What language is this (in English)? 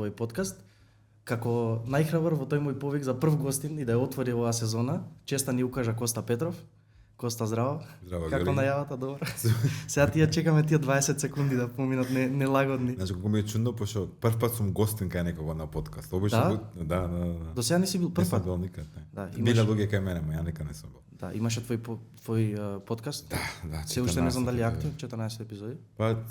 Macedonian